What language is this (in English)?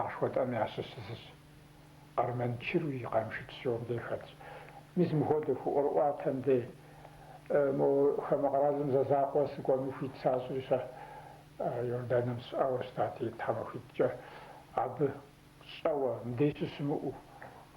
Kabardian